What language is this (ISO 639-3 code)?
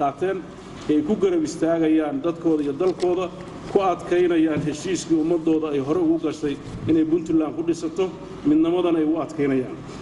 som